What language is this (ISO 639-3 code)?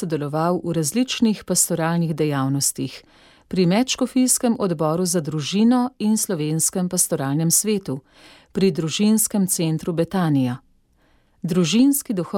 slv